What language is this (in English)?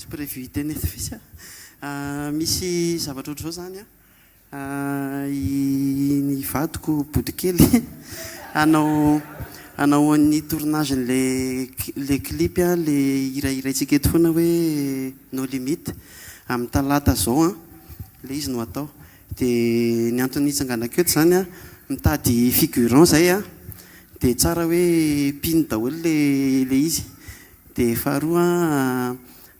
Malagasy